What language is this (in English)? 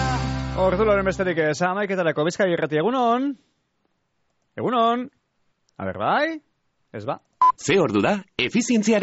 Basque